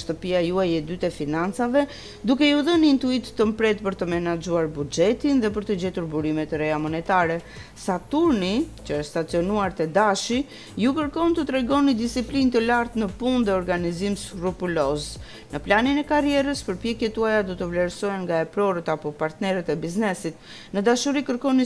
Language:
Albanian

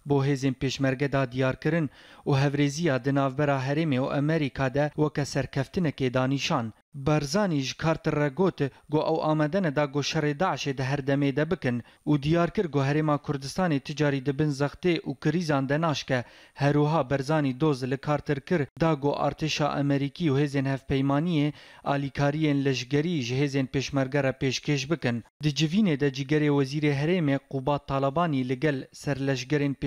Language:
Kurdish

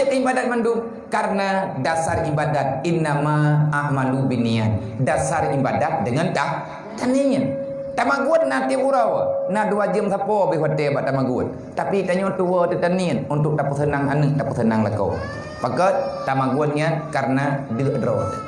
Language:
Achinese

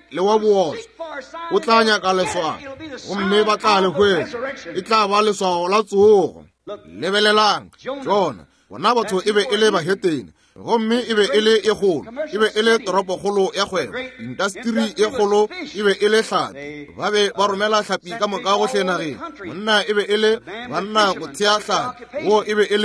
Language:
Northern Sotho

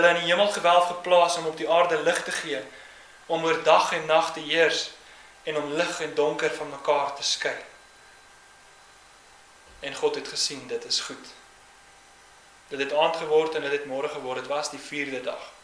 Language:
Afrikaans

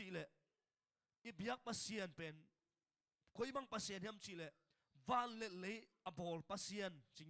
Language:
Tedim Chin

